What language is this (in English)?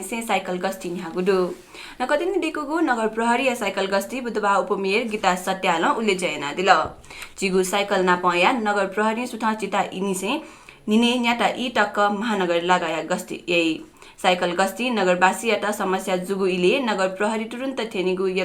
Newari